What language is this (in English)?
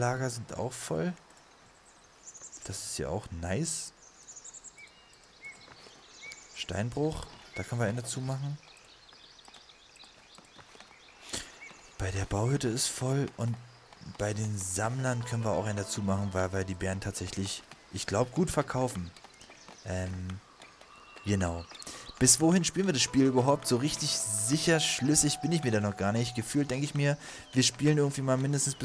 German